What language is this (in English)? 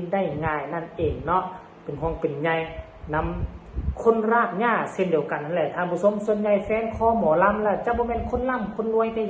Northeastern Thai